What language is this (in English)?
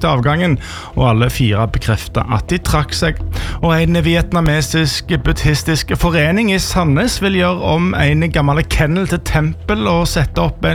Norwegian